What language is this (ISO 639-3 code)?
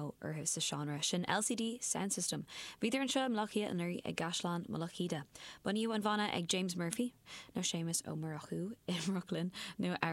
gle